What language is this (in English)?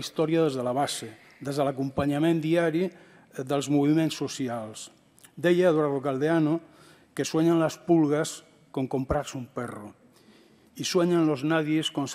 Catalan